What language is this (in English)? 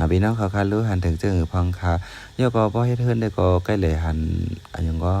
Shan